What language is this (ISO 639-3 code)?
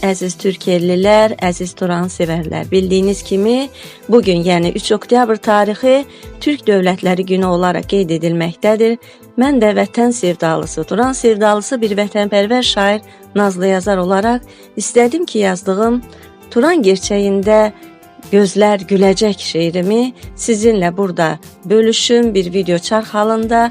aze